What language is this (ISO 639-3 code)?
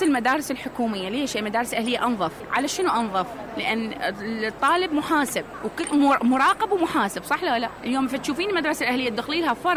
acm